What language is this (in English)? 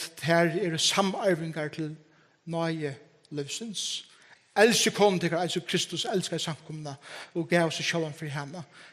Faroese